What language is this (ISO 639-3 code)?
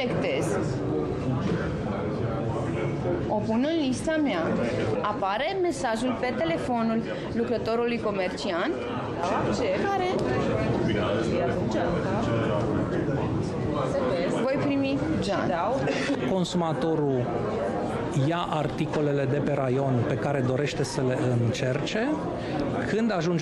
ron